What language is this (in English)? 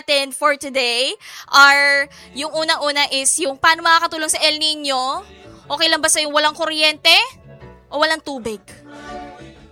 Filipino